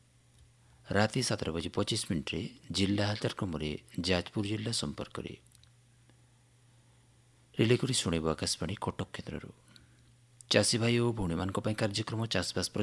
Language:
Odia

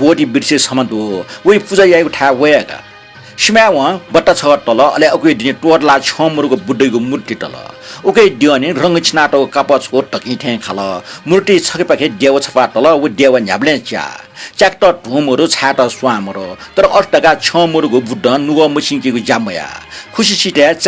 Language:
Newari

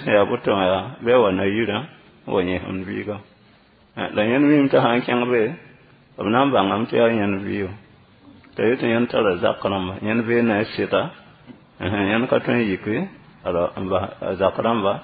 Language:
Mossi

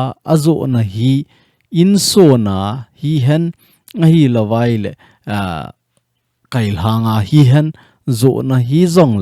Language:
Thado Chin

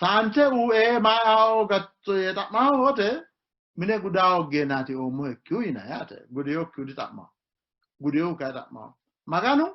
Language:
Sidamo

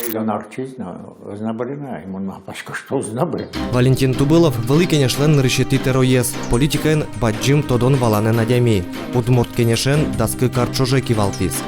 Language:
Udmurt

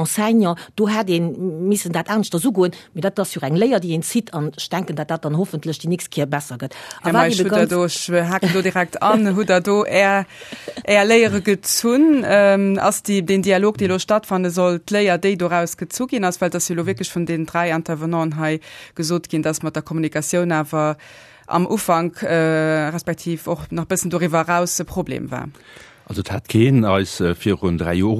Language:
Luxembourgish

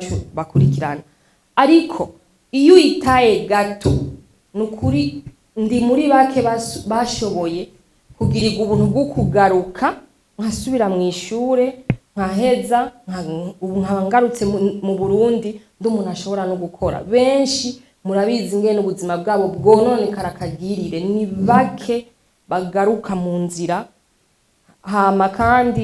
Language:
Rundi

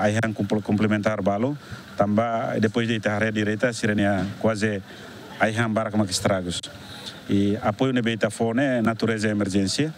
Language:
Tetum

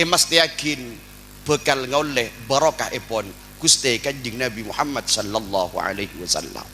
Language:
Madurese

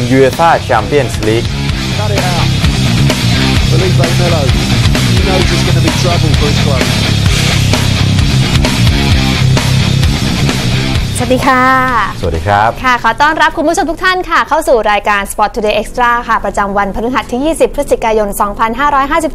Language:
Thai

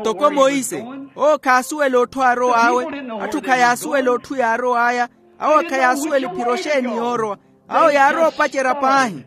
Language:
Makhuwa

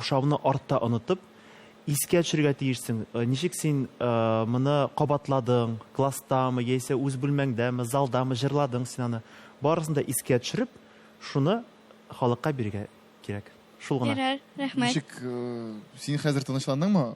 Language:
Tatar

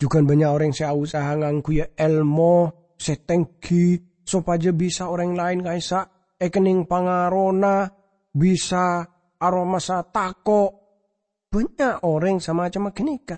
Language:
Madurese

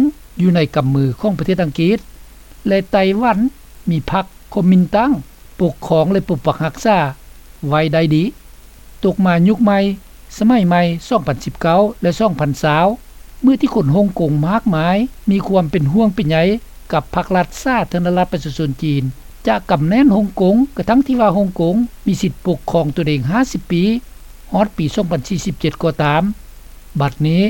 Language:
Lao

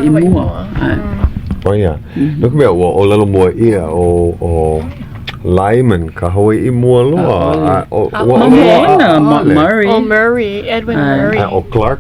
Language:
Hawaiian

